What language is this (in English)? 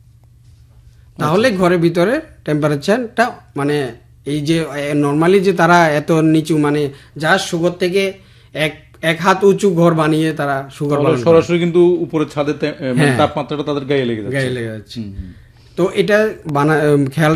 Bangla